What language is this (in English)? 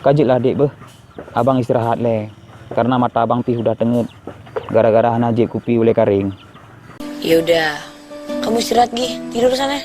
Achinese